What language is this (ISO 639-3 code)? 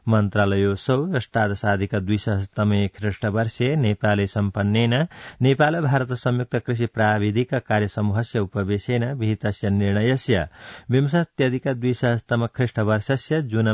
san